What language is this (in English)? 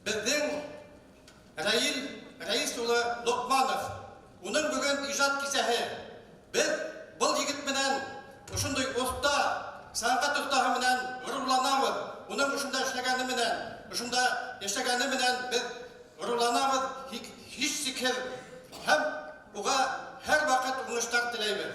Bashkir